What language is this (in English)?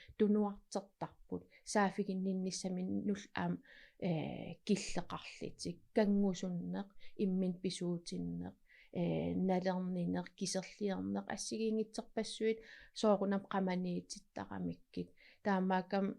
Kalaallisut